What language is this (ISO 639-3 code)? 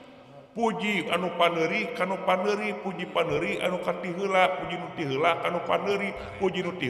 sun